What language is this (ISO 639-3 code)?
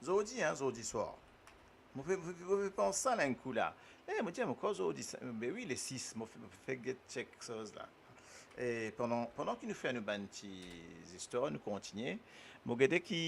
mfe